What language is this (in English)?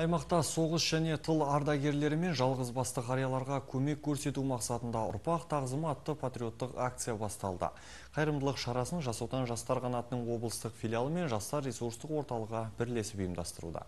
Kazakh